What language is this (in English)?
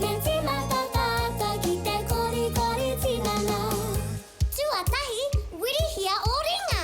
Māori